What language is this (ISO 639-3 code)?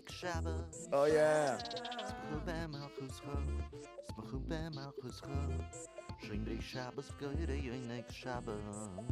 yid